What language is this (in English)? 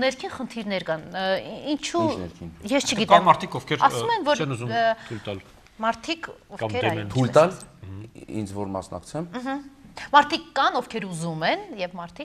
Armenian